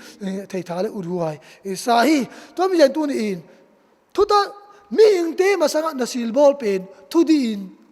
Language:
Tedim Chin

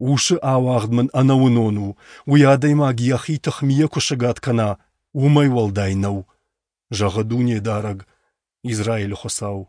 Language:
Ossetic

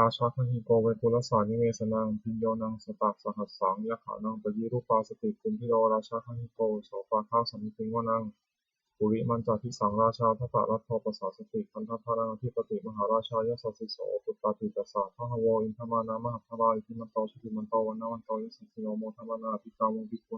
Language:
Pali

